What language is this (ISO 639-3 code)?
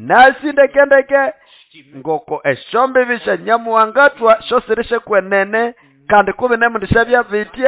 nnb